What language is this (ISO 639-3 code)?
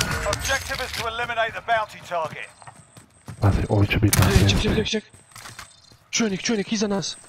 hrv